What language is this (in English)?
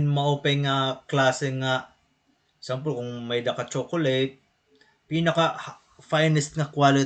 Waray